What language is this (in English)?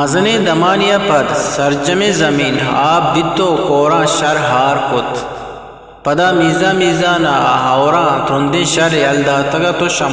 Eastern Balochi